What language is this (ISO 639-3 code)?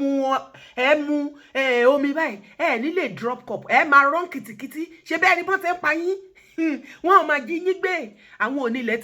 yor